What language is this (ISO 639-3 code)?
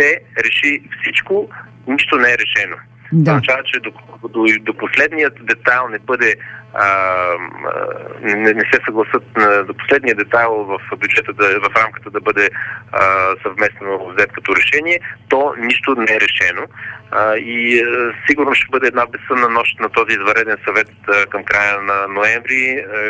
bul